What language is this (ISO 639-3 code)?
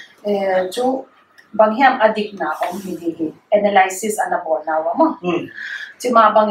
pck